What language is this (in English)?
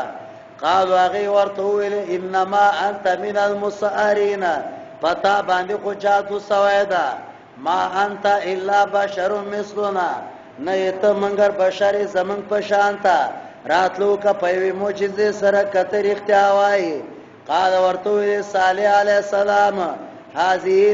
Pashto